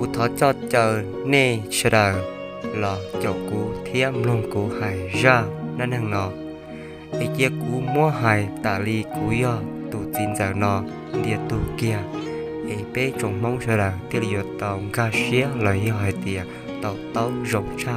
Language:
Hmong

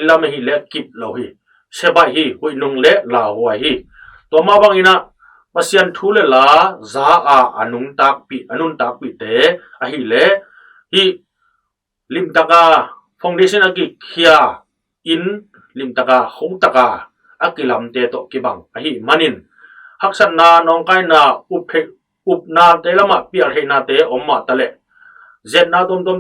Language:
Tedim Chin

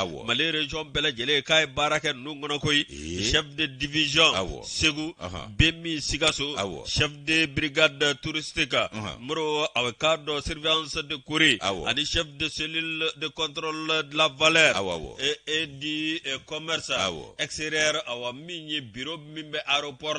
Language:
Bambara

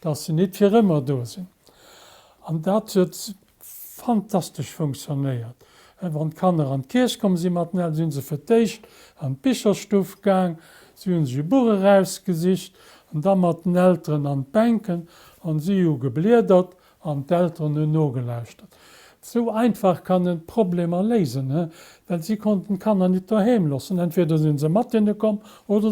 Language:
Luxembourgish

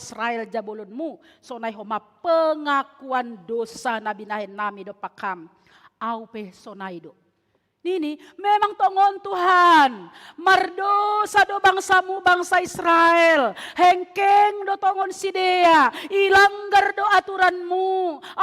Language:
Batak Simalungun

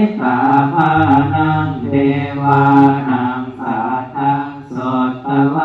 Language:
Pali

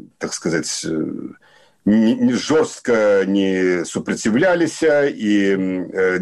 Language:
Belarusian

